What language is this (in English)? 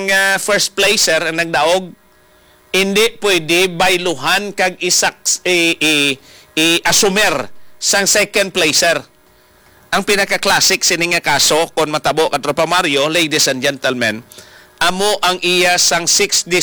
Hiligaynon